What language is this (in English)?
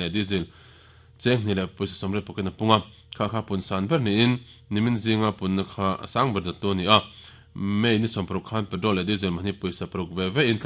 Mizo